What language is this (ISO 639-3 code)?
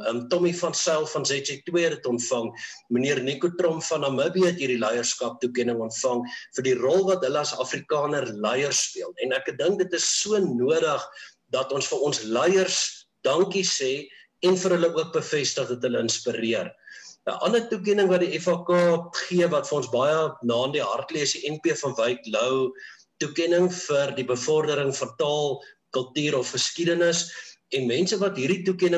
afr